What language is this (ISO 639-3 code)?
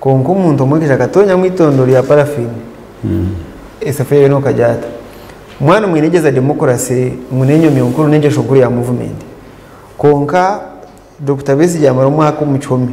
nyn